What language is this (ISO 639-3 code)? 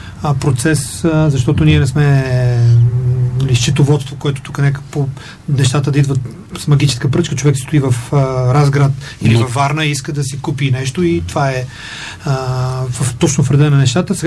bul